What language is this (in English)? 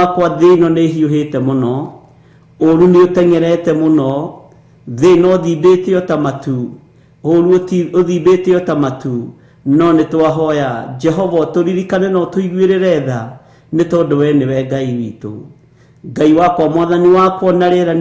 Kikuyu